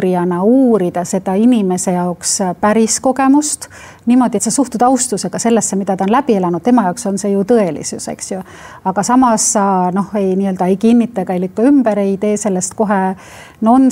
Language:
Estonian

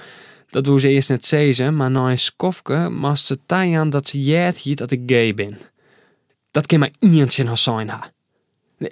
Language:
Western Frisian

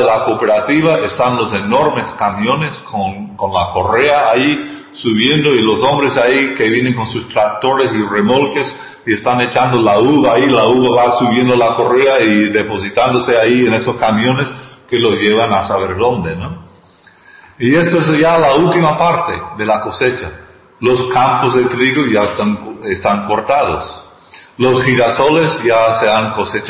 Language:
Spanish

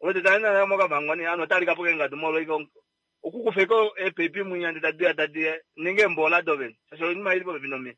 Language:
Kuanyama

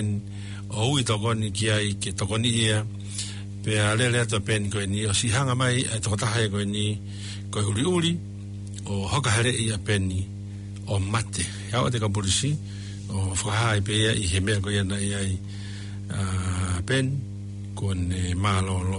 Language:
Tongan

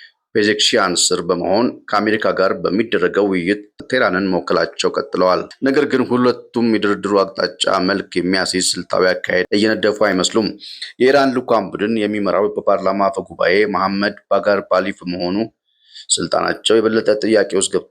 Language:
Amharic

